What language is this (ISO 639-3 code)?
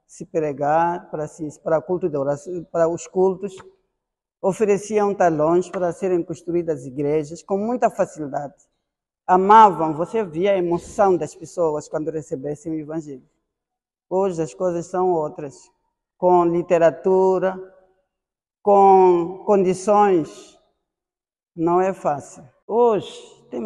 por